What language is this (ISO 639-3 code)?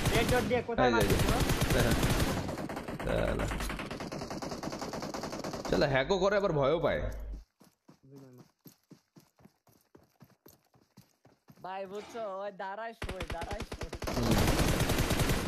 ben